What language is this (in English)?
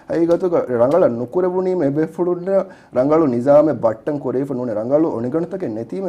Divehi